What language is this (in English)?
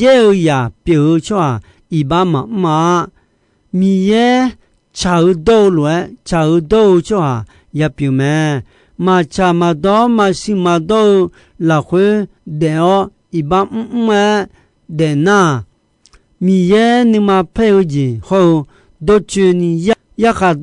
Akha